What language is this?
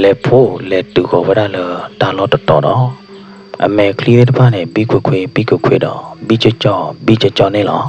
S'gaw Karen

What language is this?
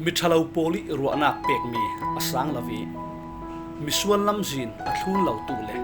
Falam Chin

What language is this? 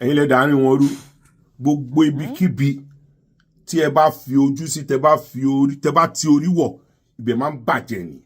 Yoruba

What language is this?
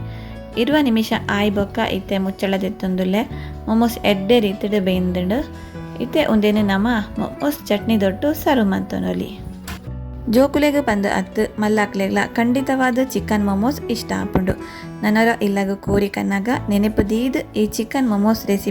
Tulu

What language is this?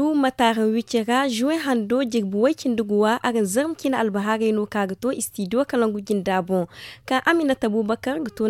Zarma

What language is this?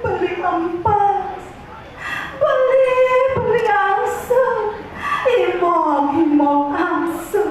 Balinese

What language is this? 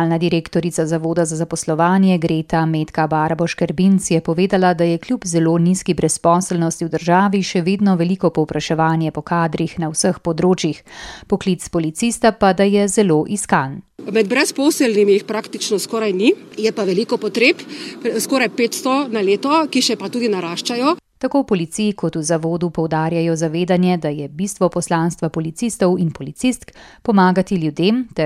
Slovenian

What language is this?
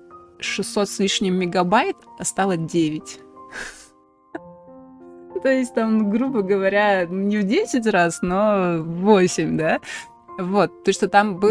Russian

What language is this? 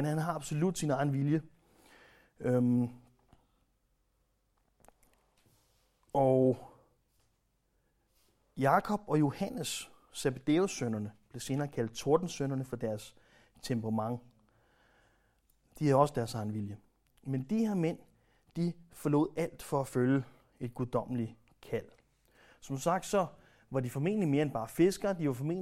Danish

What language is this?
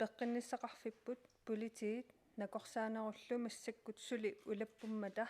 Kalaallisut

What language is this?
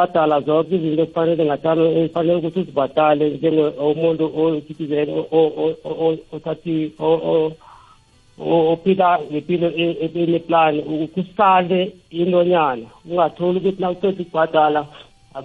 South Ndebele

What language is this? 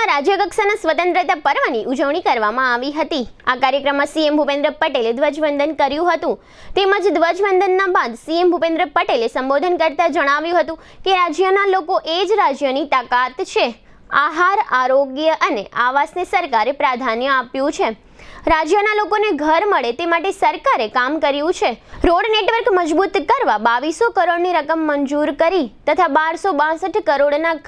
Gujarati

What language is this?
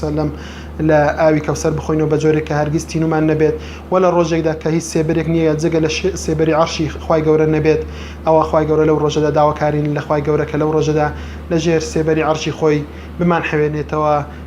Central Kurdish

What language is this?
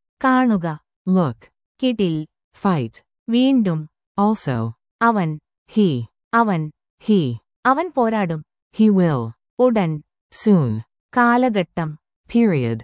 Malayalam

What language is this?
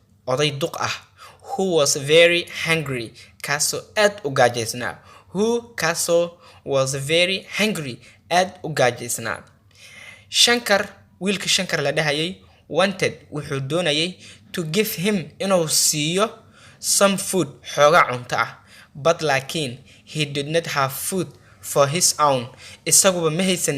Somali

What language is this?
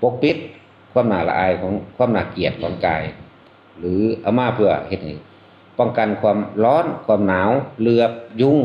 Northeastern Thai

